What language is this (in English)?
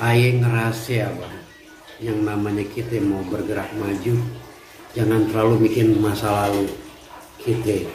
Betawi